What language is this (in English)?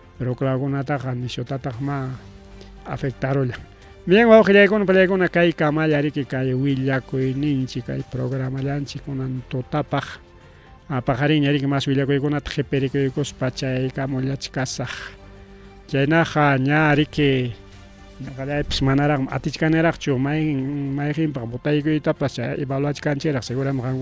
Ayacucho Quechua